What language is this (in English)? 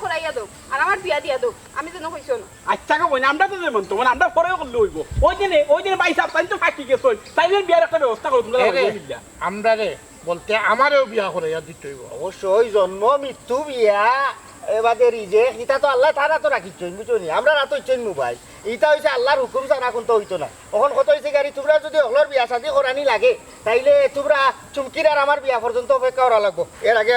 Sylheti